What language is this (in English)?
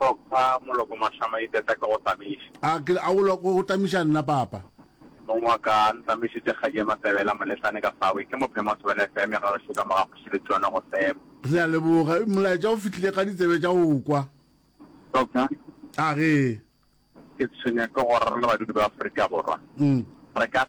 Northern Sotho